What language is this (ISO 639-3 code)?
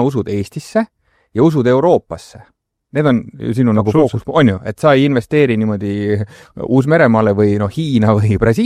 est